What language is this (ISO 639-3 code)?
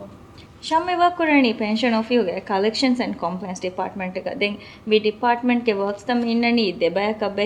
div